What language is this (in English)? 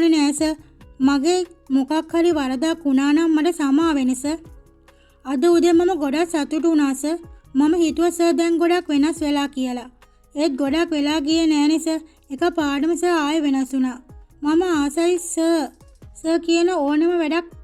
Sinhala